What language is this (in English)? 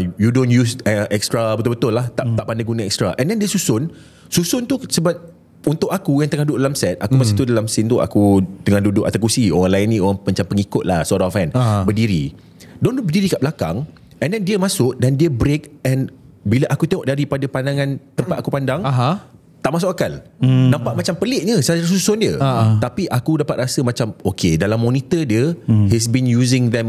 Malay